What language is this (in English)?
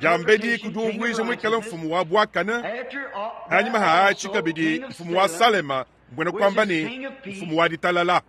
Luba-Lulua